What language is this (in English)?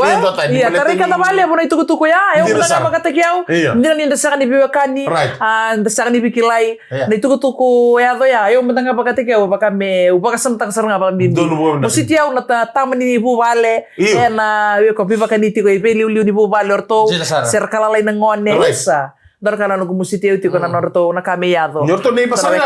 Fijian